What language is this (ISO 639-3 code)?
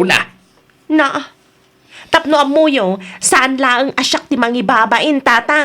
ilo